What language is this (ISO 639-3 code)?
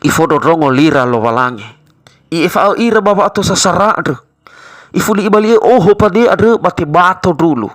nia